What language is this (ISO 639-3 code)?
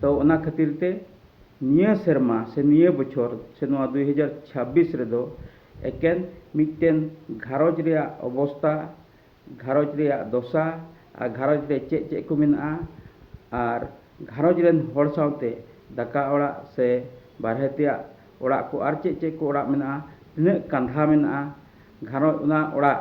sat